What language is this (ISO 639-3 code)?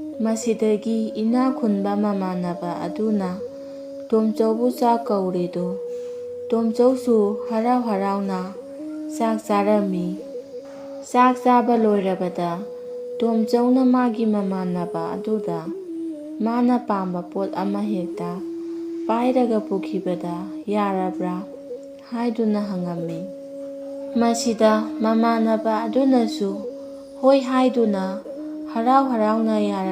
mni